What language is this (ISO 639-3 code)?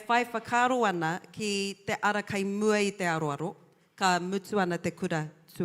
mri